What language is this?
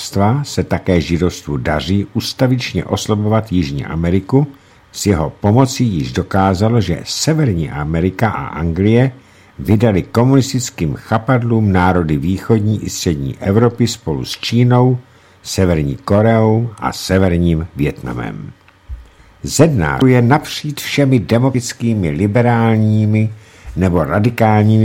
Czech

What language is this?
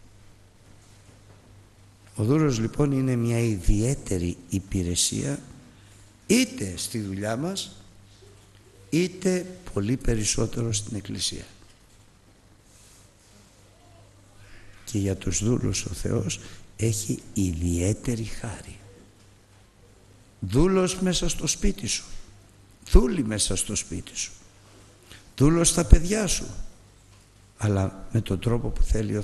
Greek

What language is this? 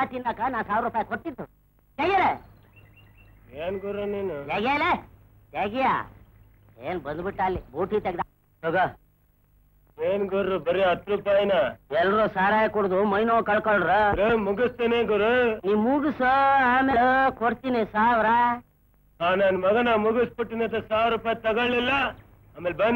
Kannada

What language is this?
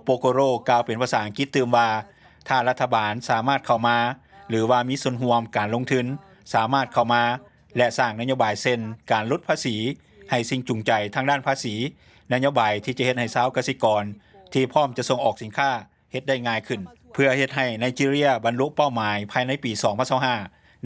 Lao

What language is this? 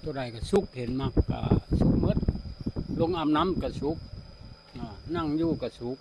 Northeastern Thai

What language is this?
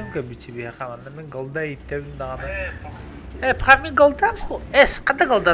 Yakut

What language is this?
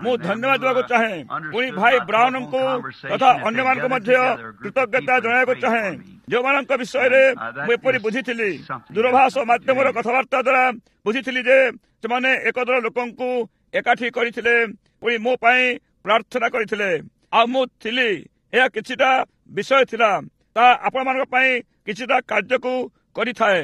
Odia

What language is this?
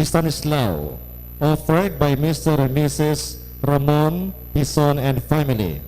Hiligaynon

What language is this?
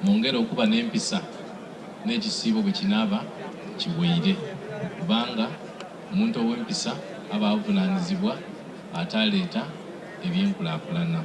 Soga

